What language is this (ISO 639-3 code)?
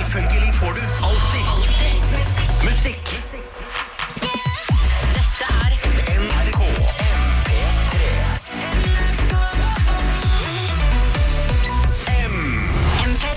nor